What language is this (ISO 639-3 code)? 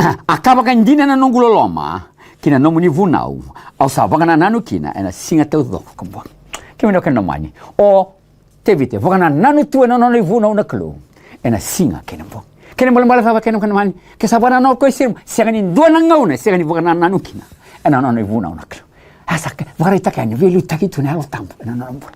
fij